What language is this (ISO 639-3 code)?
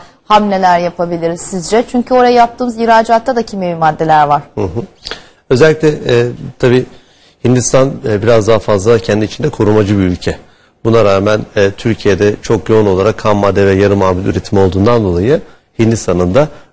tur